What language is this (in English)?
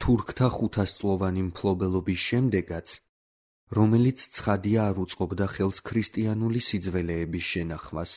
Georgian